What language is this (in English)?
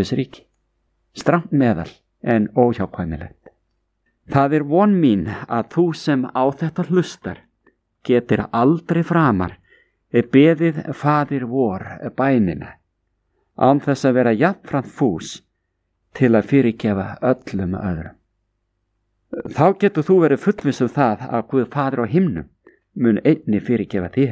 Icelandic